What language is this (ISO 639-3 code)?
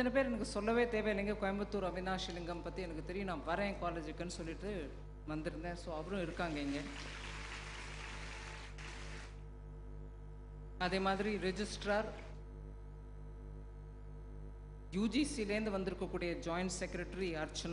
tam